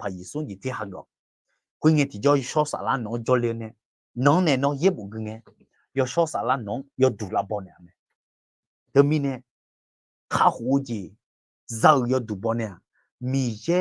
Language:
Akha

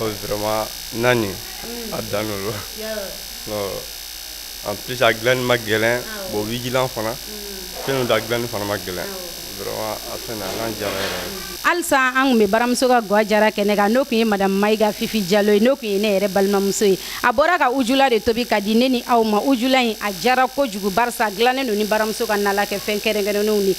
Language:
Bambara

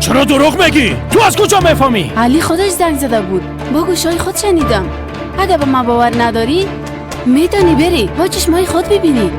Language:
Persian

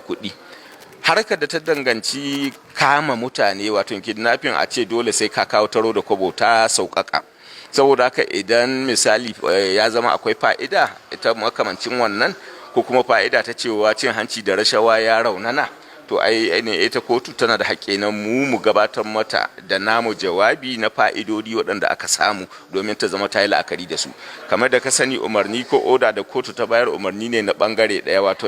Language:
Hausa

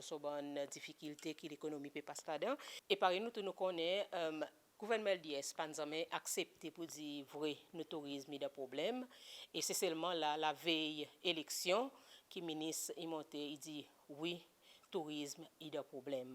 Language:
Seselwa Creole French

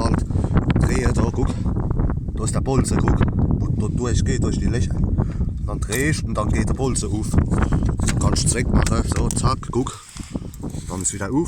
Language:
Palatine German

